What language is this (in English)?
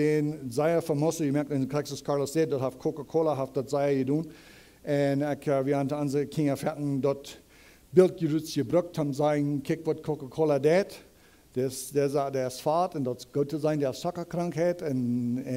Plautdietsch